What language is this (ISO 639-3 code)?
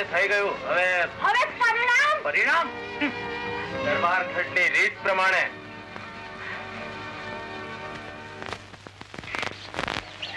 guj